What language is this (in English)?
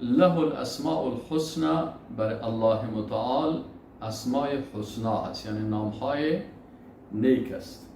Persian